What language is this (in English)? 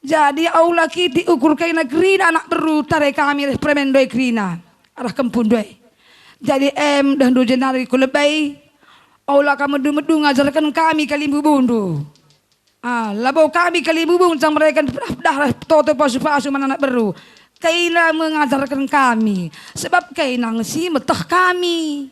Batak Karo